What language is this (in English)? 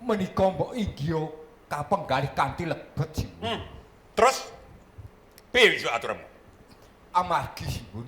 Javanese